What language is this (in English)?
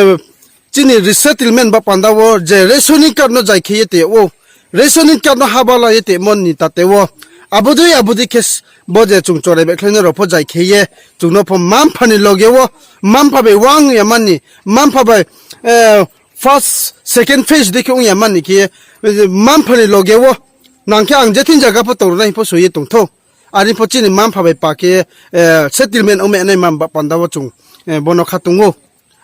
Riang (India)